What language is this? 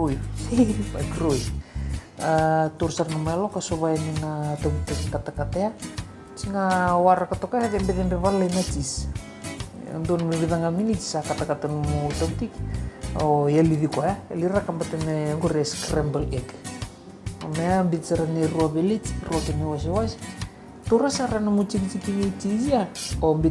Fijian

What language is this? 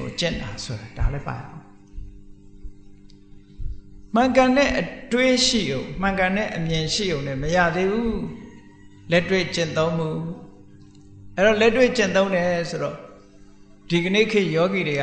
Burmese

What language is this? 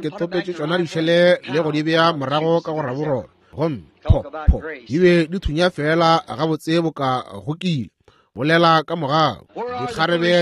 Northern Sotho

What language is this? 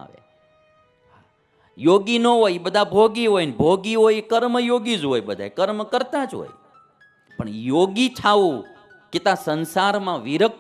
Gujarati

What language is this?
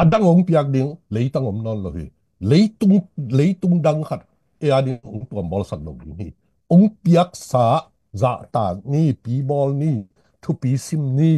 Tedim Chin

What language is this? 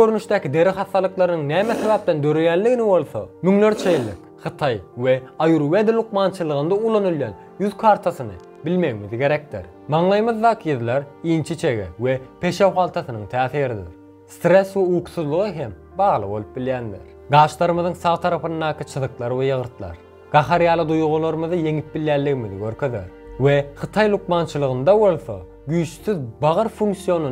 Turkmen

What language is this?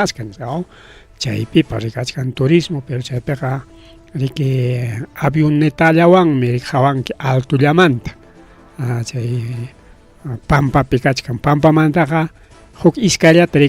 Ayacucho Quechua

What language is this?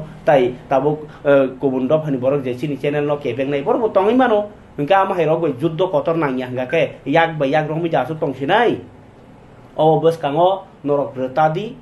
Kok Borok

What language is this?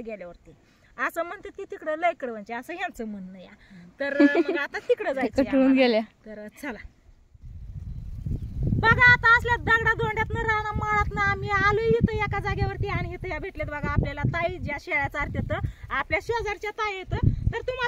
Marathi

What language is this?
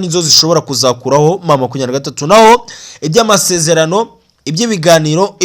Kinyarwanda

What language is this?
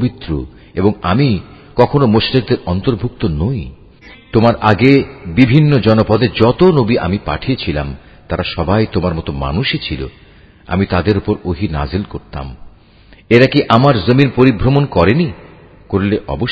Bangla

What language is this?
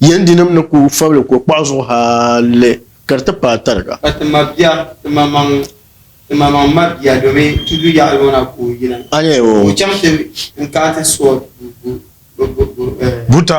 Dagbani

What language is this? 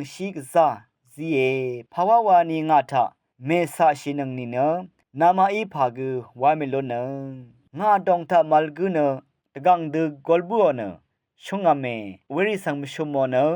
Rawang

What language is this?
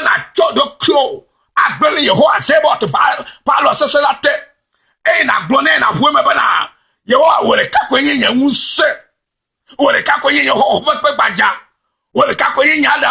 Ewe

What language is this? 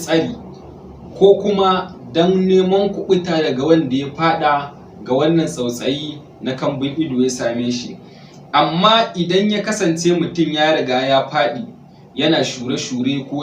Hausa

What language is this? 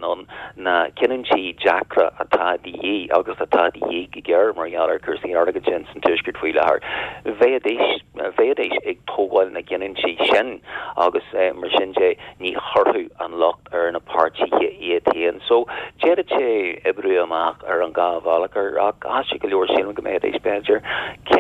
Irish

